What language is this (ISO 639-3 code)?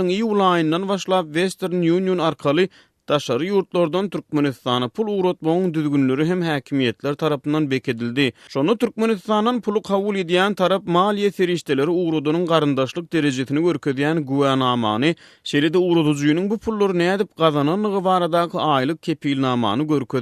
tuk